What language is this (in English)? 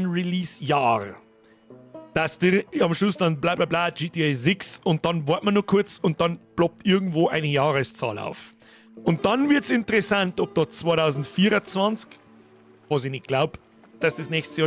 Bavarian